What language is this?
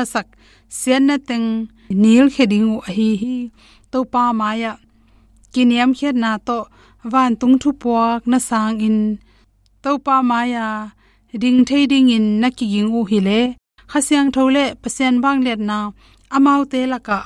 Tedim Chin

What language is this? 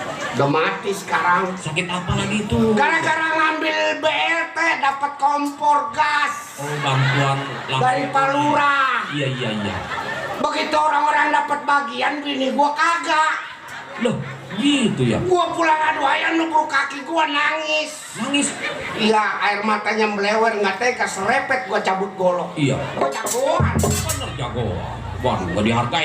Betawi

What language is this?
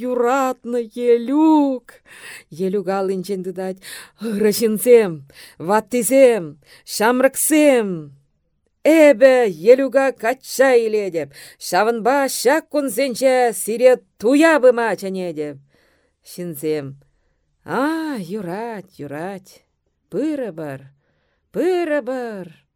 Chuvash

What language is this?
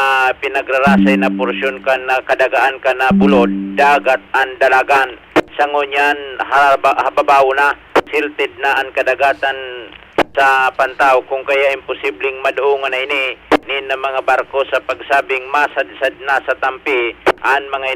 Bikol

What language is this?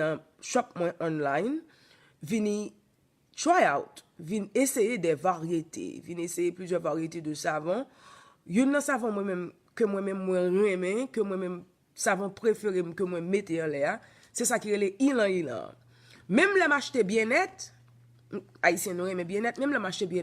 Haitian Creole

